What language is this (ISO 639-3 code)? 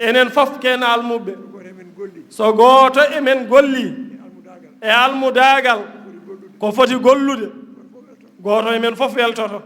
ful